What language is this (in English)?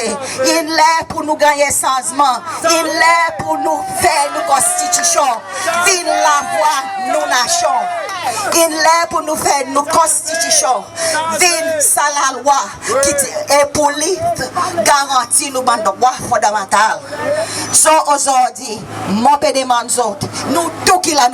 Seselwa Creole French